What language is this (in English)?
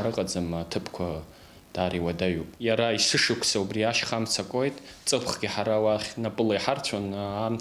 Abkhazian